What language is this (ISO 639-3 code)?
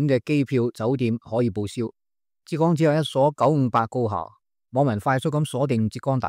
yue